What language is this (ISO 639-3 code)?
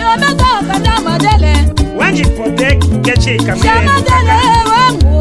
tll